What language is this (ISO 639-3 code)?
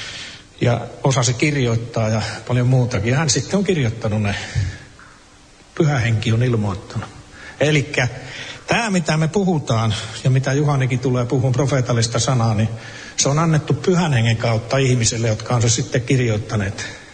fin